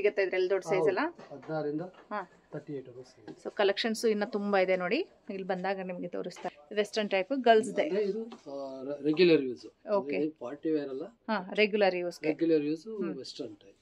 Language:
Kannada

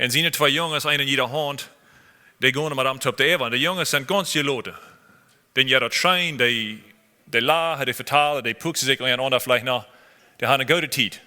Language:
Plautdietsch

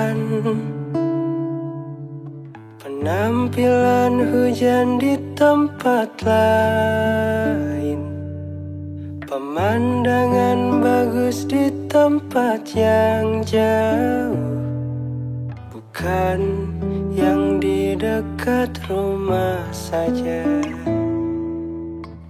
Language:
Indonesian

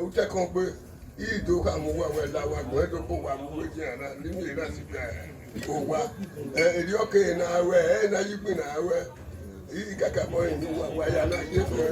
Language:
Bini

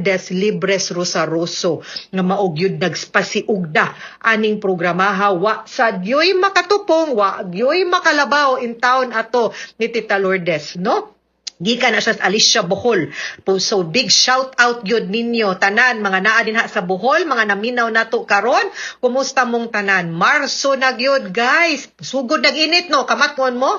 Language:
Cebuano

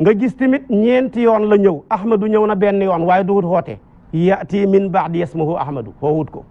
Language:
Wolof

